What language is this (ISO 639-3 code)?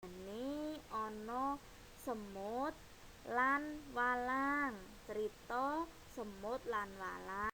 jav